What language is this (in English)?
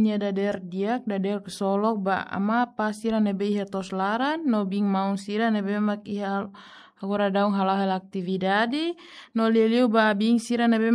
Tetum